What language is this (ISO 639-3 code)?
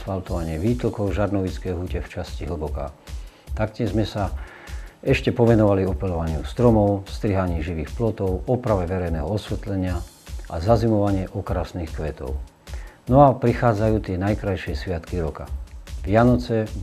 slk